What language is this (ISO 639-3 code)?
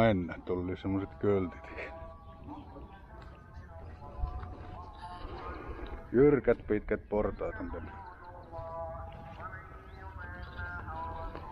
fin